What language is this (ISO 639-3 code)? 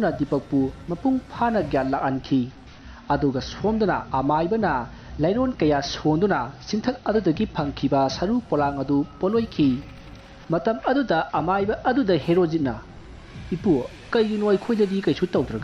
mni